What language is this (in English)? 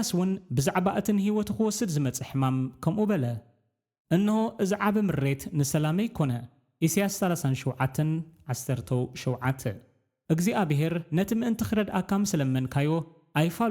Tigrinya